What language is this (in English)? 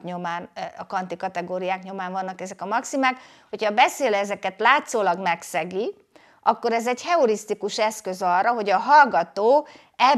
Hungarian